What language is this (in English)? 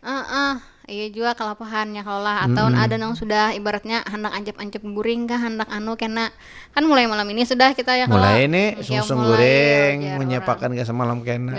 Banjar